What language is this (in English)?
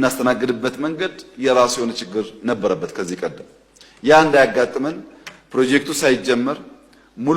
Amharic